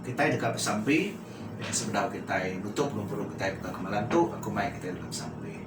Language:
Iban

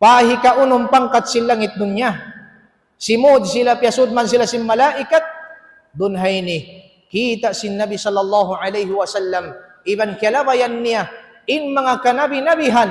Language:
Tausug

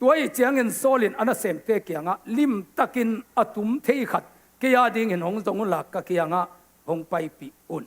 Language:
Tedim Chin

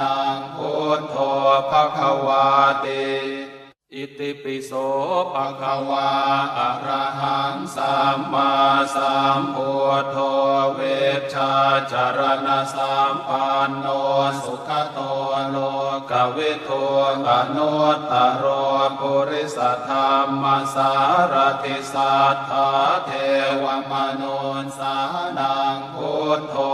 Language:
Pali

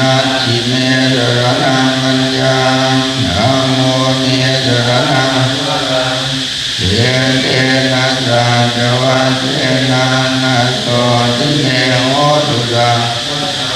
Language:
Pali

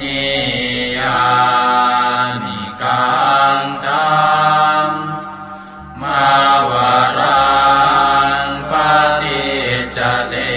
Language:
Pali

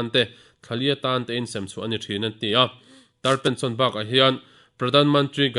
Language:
Mizo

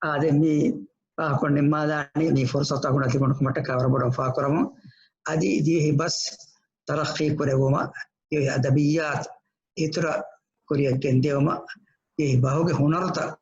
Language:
Divehi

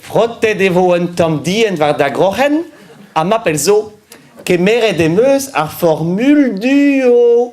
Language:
Breton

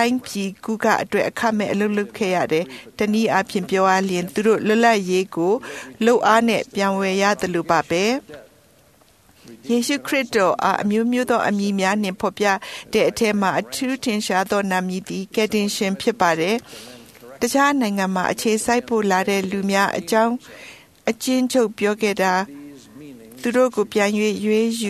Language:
Burmese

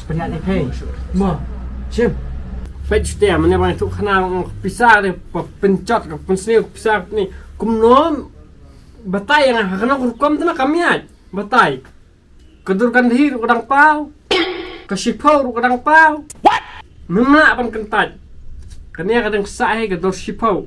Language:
Khasi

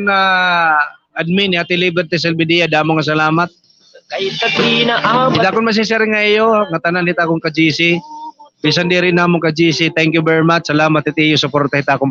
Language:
Waray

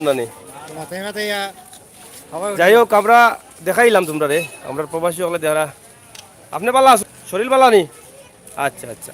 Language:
Sylheti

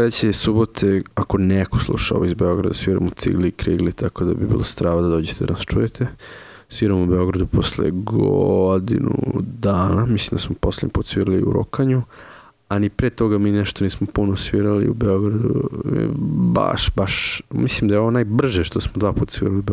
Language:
Serbian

